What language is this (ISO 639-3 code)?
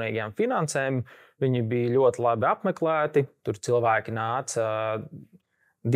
lav